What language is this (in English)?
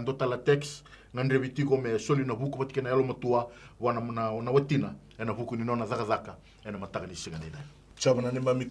Fijian